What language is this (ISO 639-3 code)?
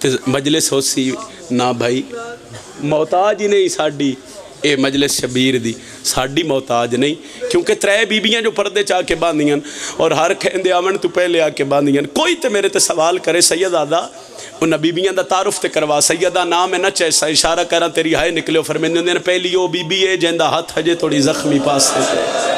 phr